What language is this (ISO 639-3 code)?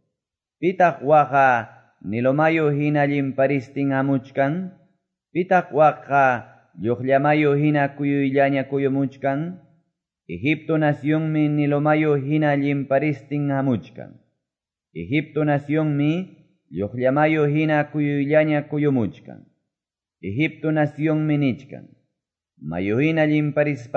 que